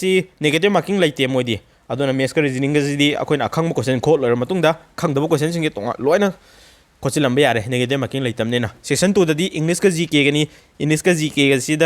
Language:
Manipuri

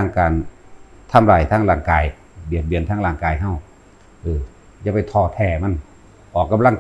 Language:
Northeastern Thai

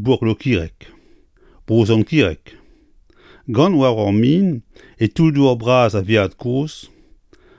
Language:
Breton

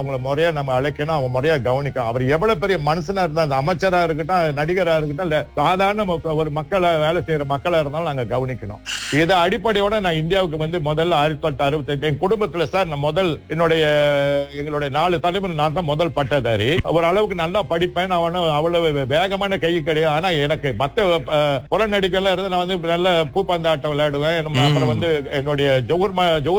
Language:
Tamil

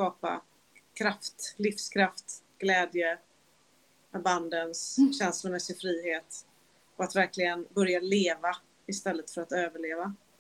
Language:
Swedish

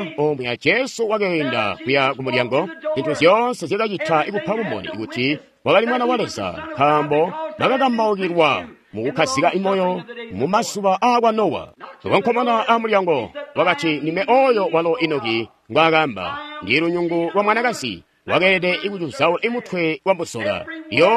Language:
Tonga (Zambia)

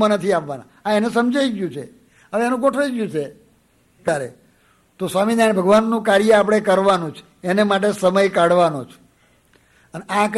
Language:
Gujarati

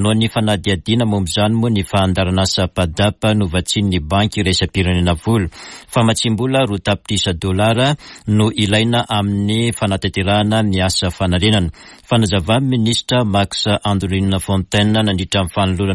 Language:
Malagasy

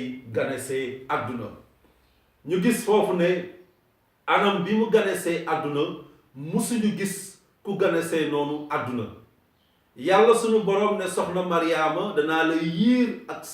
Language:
Wolof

